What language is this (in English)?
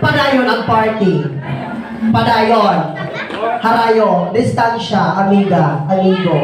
Waray